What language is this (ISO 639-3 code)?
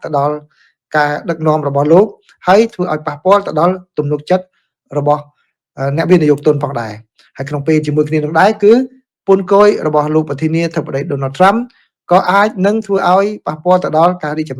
khm